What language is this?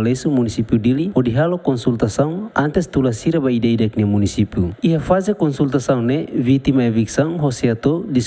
Tetum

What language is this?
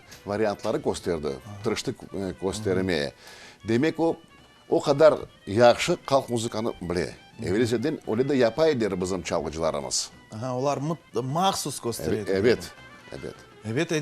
Crimean Tatar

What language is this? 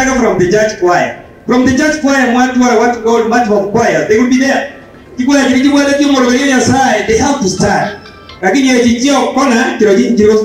Gusii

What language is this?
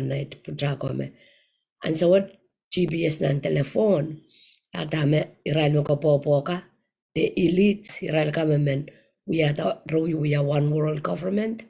Pohnpeian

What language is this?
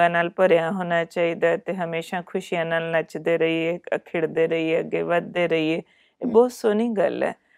Punjabi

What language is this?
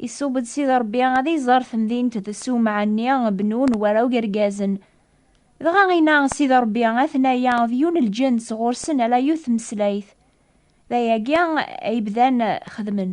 Kabyle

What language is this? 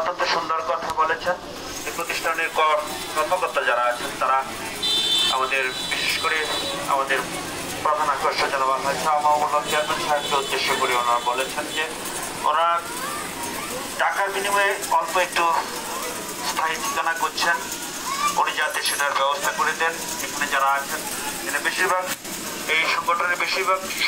Bangla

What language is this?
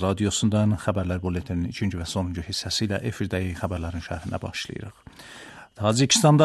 Azerbaijani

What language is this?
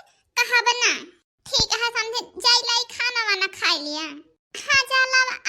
Awadhi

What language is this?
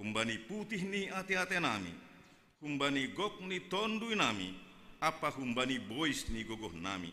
Batak Simalungun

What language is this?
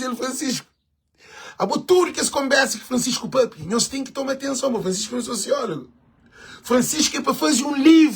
Kabuverdianu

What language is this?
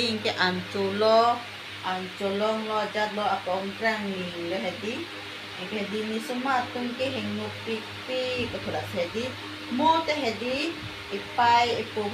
Karbi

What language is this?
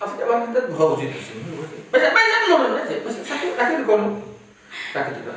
Sylheti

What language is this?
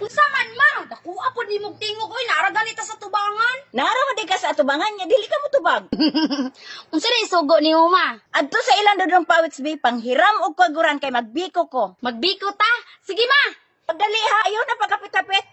Cebuano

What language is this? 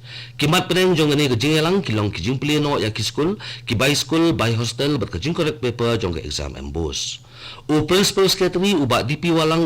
Khasi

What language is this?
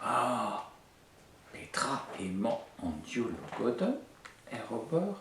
Breton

